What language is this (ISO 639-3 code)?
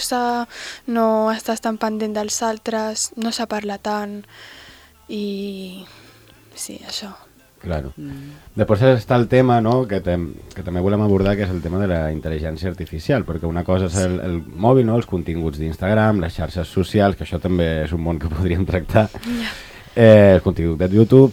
cat